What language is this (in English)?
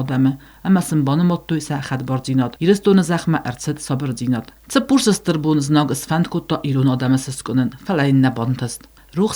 Ossetic